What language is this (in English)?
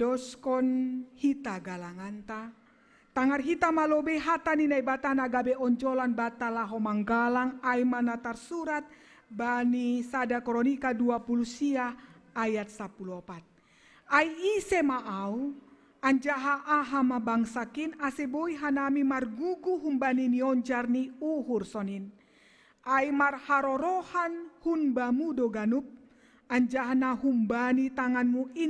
Batak Simalungun